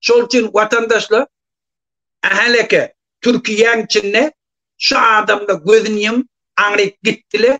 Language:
Turkmen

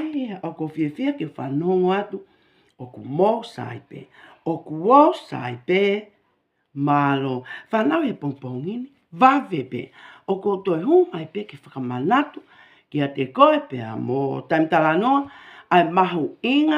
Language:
Tongan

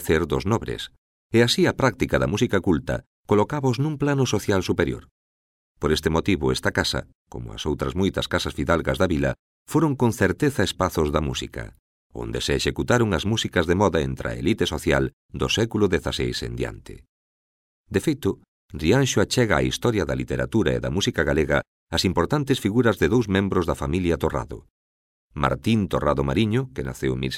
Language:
Galician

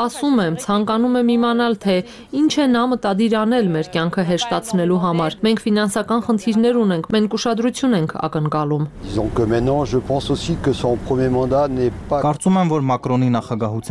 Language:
Armenian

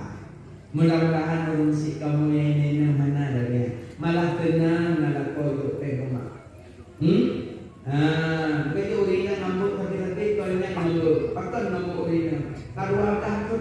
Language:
Achinese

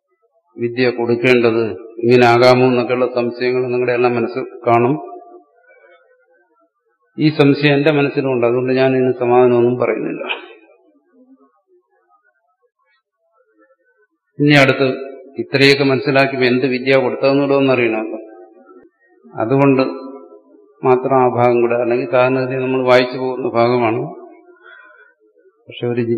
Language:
Malayalam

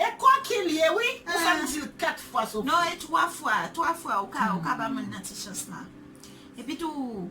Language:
Haitian Creole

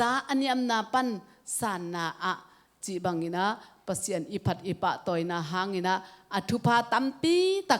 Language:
Tedim Chin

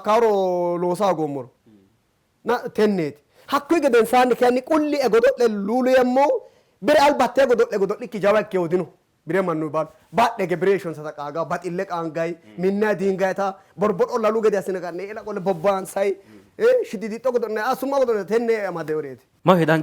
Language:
Sidamo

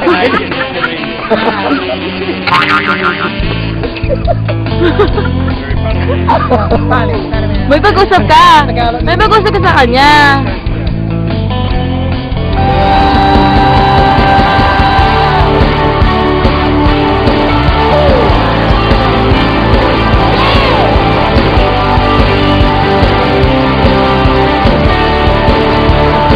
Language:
Filipino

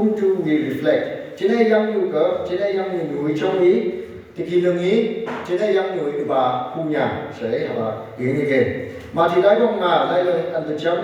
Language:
Phom Naga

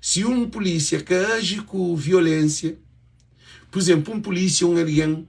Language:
Kabuverdianu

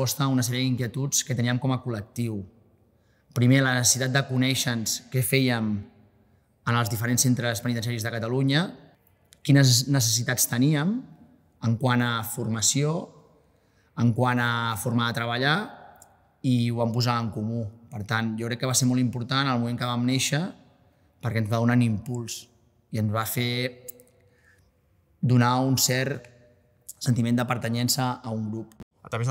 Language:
Catalan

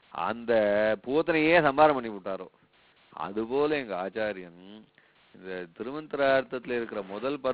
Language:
Tamil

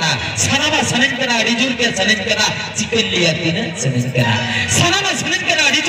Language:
Santali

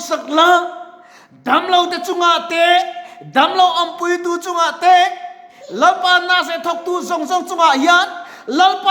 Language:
Mizo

